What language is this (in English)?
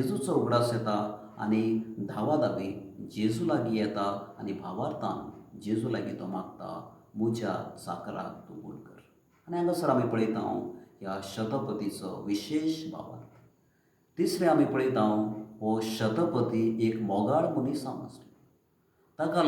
Konkani